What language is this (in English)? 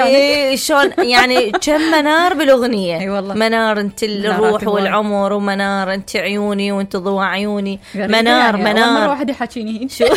Mesopotamian Arabic